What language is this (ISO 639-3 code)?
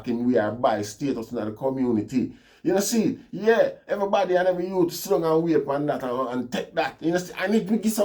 jam